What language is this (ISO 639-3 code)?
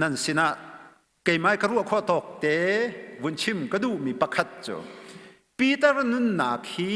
cnh